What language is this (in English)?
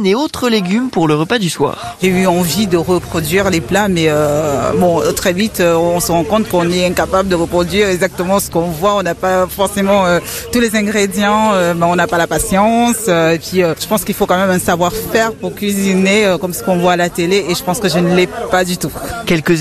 French